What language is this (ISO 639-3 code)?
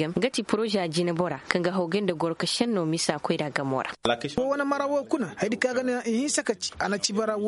ses